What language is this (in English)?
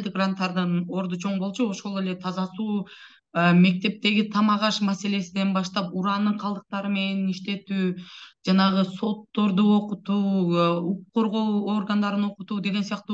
Kyrgyz